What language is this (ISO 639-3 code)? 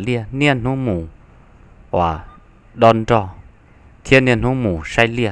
hmn